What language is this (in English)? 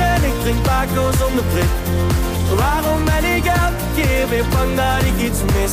Dutch